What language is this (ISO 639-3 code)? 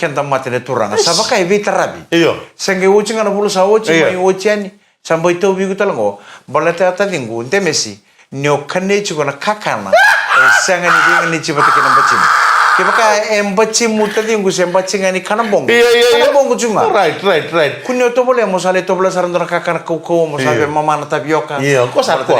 fij